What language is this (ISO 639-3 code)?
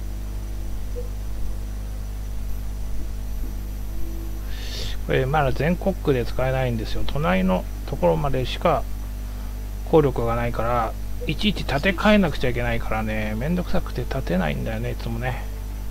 jpn